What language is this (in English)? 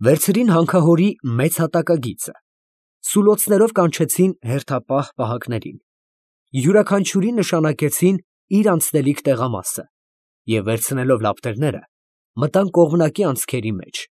Armenian